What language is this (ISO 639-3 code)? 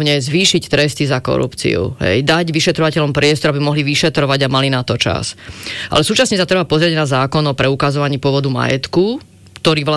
slk